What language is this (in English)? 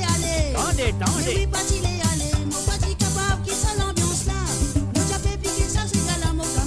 Morisyen